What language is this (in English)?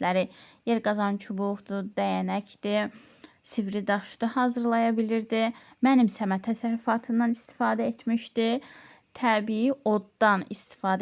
Azerbaijani